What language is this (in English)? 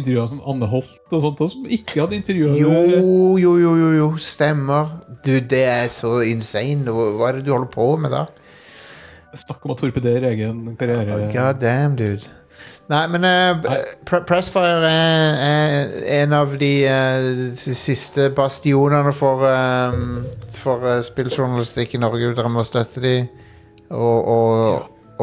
Norwegian